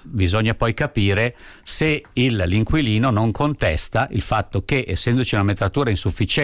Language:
Italian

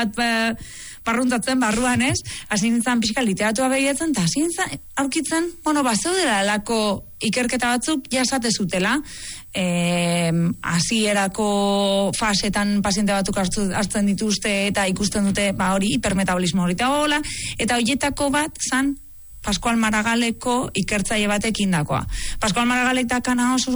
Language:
Basque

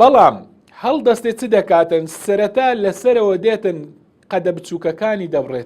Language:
Central Kurdish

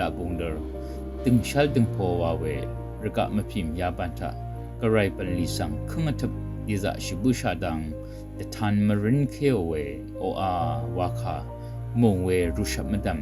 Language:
Rawang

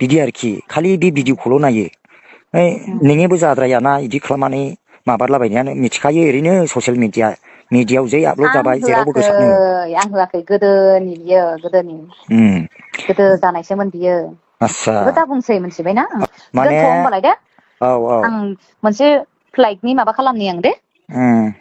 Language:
Bodo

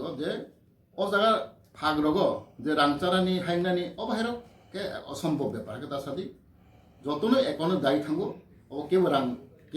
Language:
Kok Borok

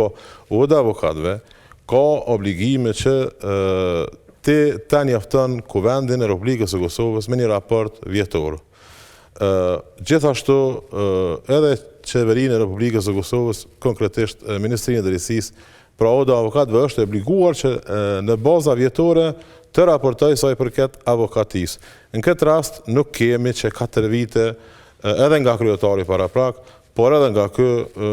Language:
Albanian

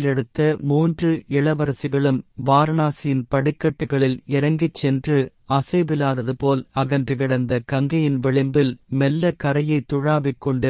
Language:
Tamil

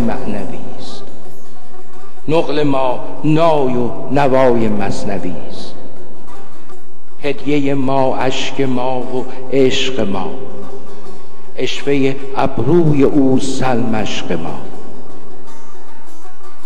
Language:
Persian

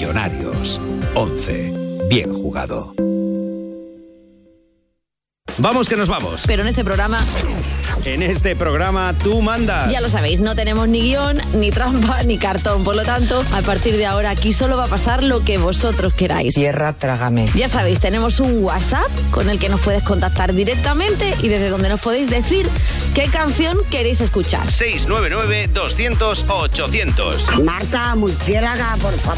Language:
Spanish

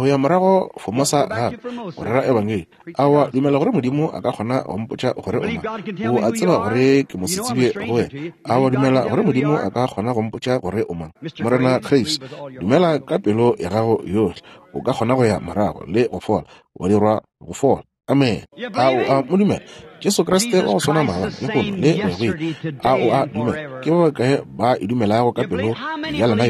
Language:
Northern Sotho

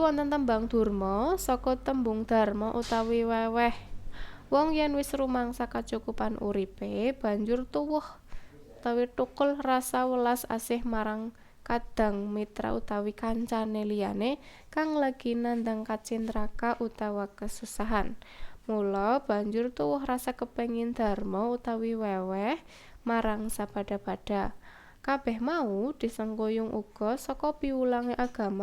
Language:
Javanese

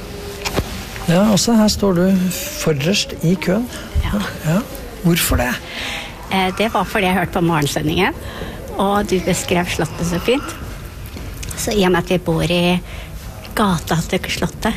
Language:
Norwegian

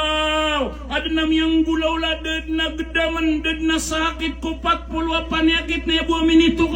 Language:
Maranao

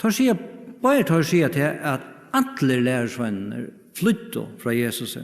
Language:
Faroese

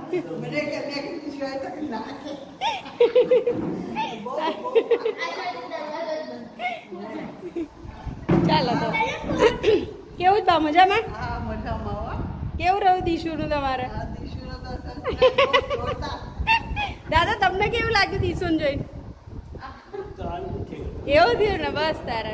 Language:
Gujarati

